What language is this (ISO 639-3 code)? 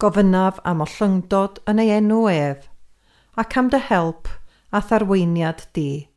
cym